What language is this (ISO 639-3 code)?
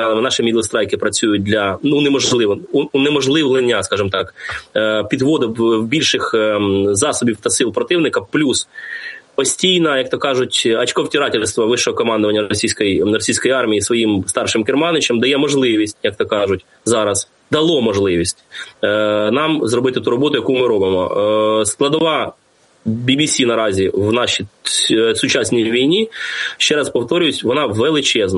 ukr